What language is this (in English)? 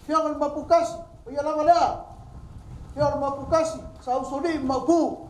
Samoan